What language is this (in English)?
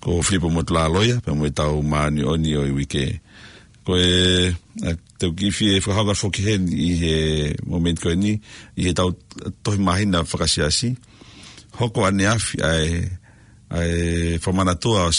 Tongan